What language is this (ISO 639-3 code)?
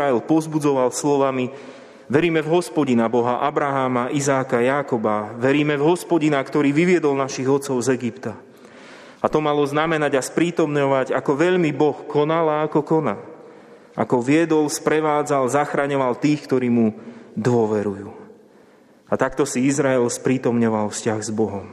slk